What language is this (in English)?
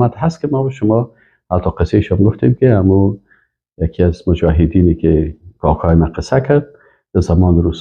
Persian